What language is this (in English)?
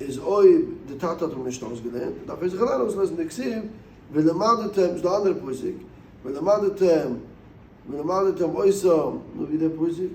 Yiddish